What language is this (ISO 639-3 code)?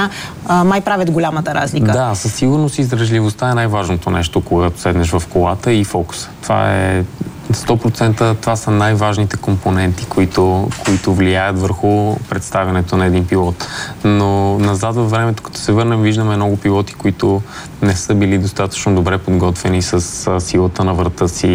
bul